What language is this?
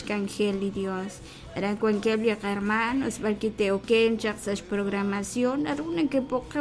Kekchí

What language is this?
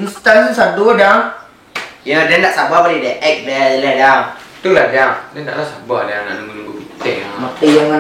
Minangkabau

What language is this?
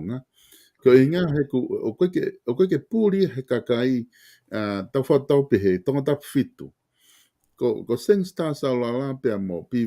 Tongan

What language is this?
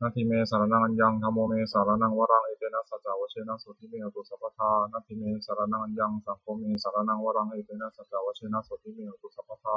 Pali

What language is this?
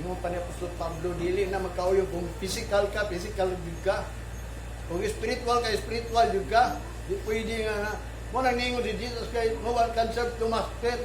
Cebuano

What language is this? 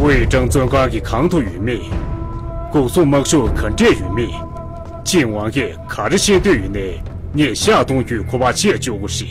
Tibetan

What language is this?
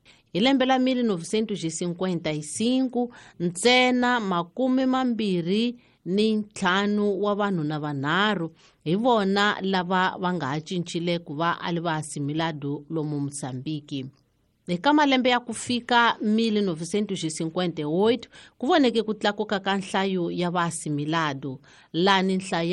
Tsonga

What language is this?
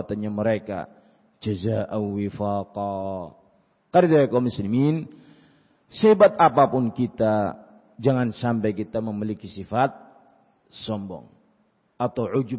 Indonesian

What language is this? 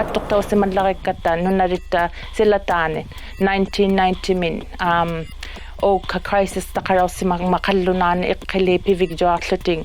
Inuktitut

